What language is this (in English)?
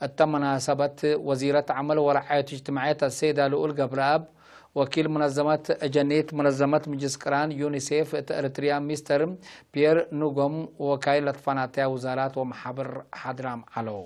Tigre